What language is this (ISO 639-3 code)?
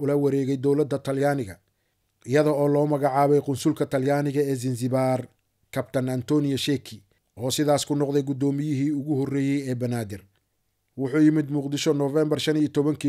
som